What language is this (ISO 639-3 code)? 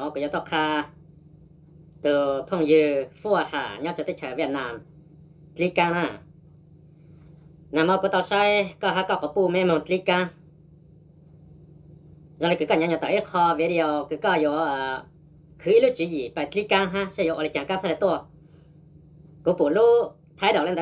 vie